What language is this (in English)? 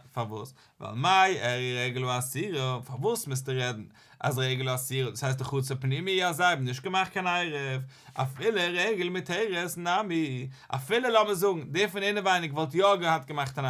Yiddish